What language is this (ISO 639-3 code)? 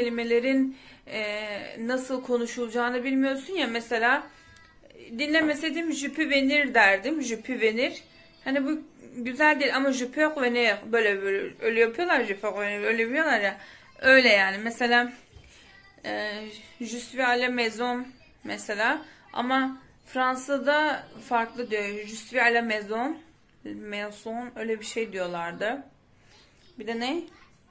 tur